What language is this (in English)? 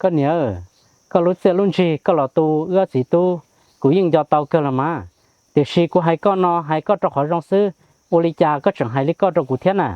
Hmong